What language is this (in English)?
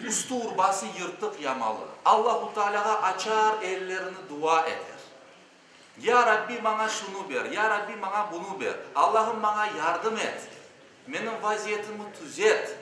Crimean Tatar